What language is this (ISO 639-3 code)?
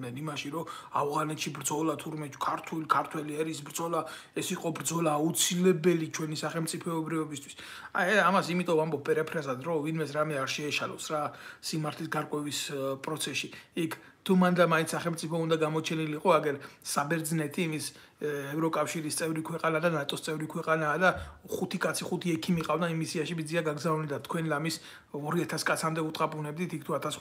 kat